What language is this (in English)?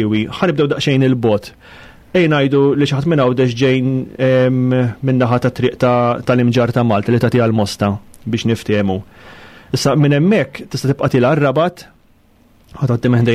Maltese